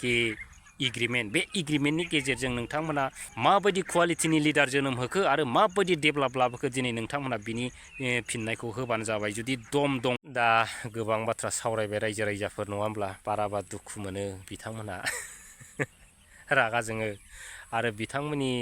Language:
Bodo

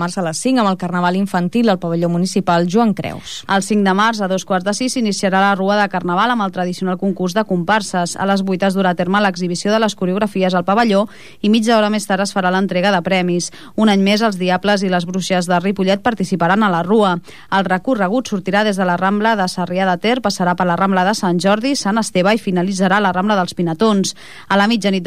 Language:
Catalan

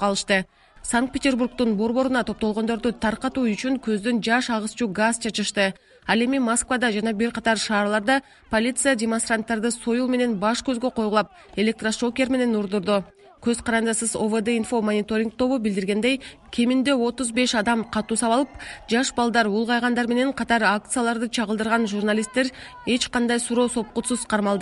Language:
Kyrgyz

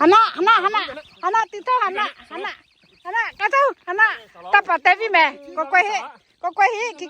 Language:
Lahu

